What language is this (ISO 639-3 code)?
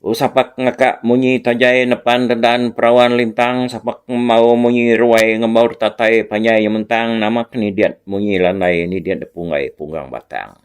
iba